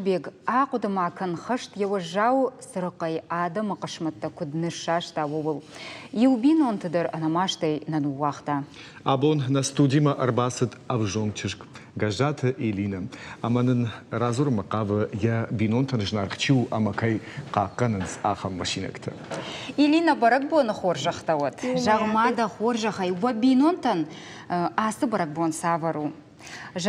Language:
Ossetic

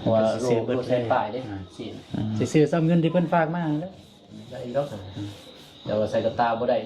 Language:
Lao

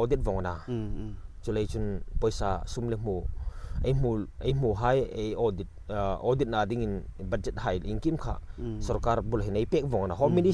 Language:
Hmar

